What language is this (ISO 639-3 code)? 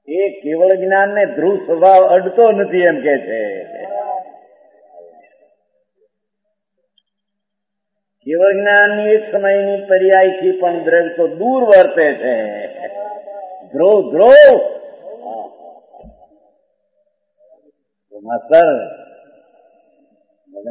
guj